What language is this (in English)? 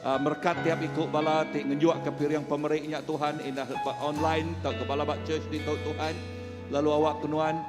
Iban